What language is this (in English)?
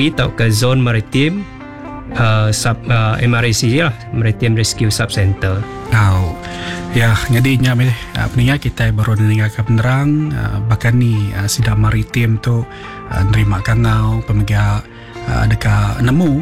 Malay